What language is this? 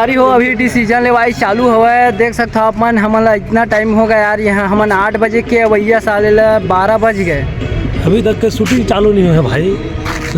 Chhattisgarhi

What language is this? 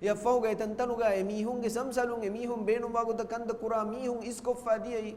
Divehi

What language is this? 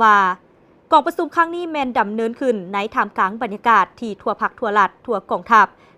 Lao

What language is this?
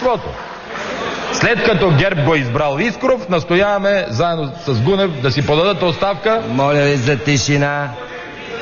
Bulgarian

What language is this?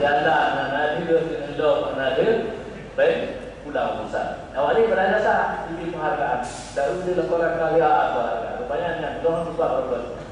Achinese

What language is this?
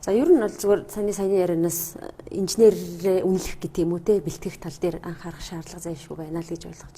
Mongolian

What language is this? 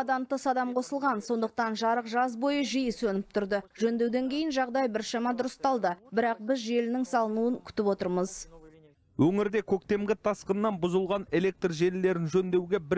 Kazakh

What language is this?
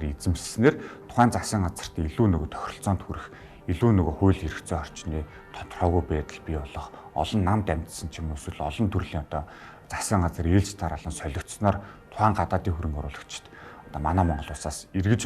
Mongolian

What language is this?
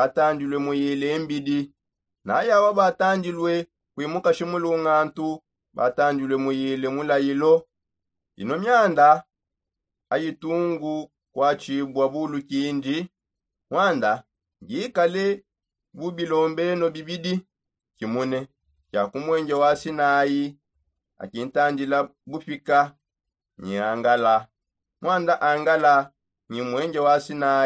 Songe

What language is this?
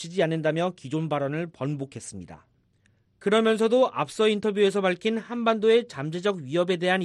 Korean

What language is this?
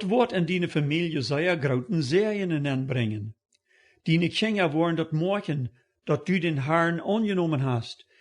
Plautdietsch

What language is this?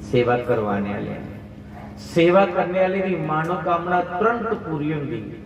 Dogri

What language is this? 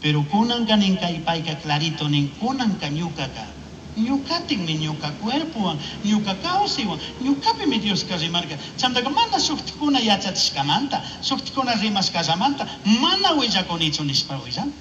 Chimborazo Highland Quichua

